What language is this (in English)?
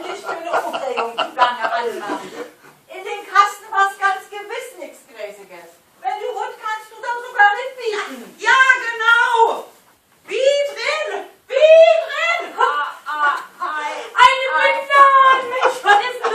Low German